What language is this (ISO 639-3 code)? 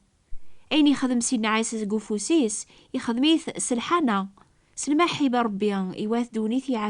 kab